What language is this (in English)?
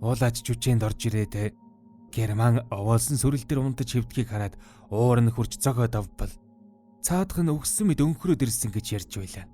Mongolian